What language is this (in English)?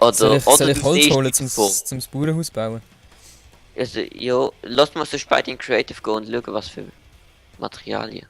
Swiss German